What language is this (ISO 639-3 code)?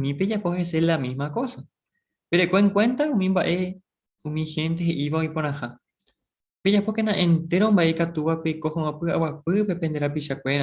grn